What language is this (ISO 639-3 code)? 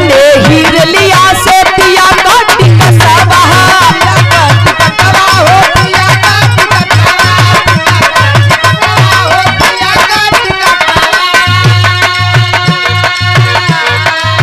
bho